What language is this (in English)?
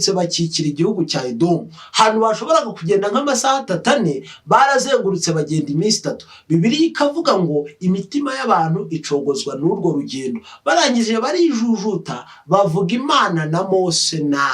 Kinyarwanda